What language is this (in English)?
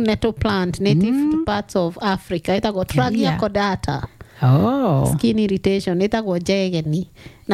Kikuyu